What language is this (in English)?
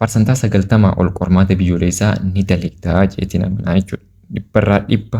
Oromo